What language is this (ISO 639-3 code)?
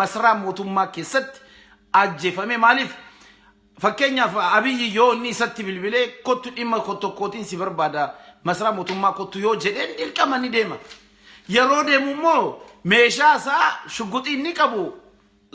orm